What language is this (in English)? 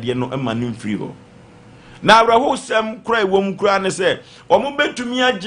Akan